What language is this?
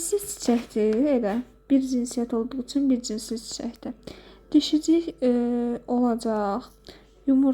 Azerbaijani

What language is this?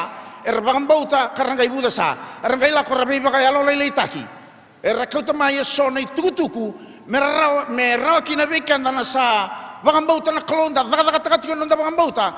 Fijian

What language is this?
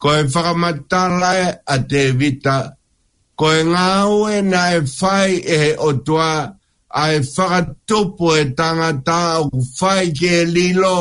Tongan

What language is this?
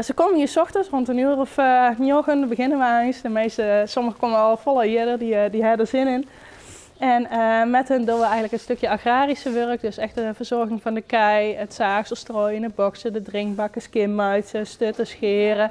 Western Frisian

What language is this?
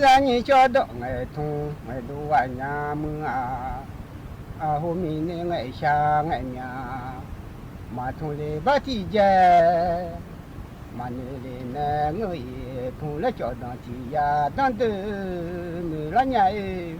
Akha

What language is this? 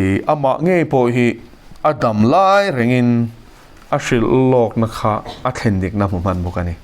Mizo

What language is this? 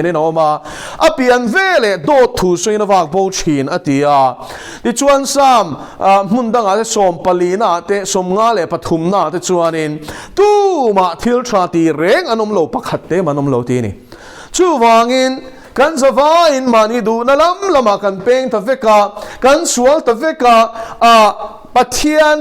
Mizo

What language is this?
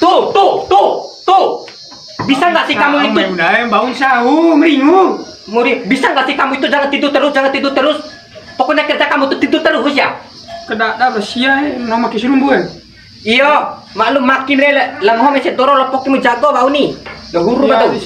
Bima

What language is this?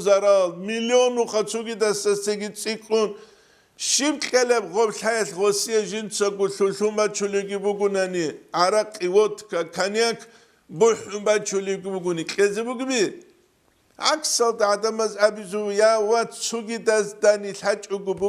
Avaric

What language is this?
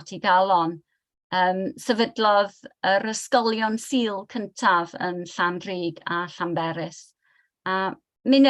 Welsh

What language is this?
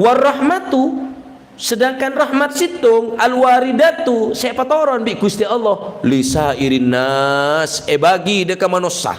Madurese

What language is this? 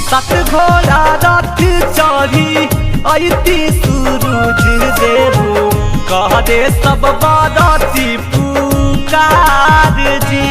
Magahi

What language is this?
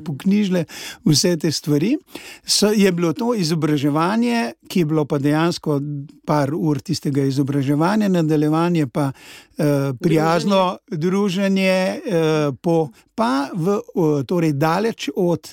Slovenian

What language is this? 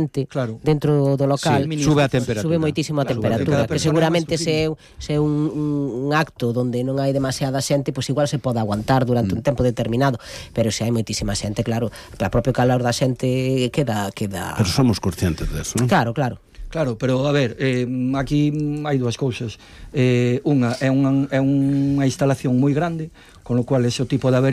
Galician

